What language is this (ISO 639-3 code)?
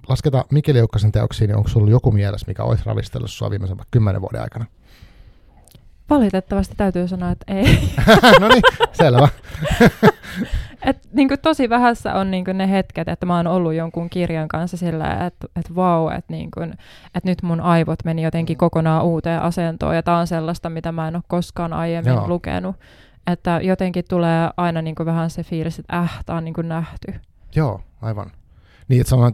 fin